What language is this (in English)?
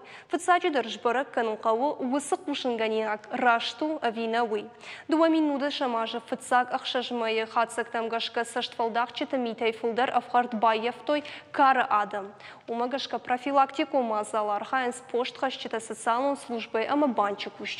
Ossetic